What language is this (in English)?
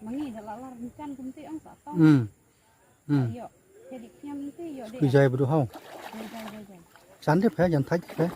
Khasi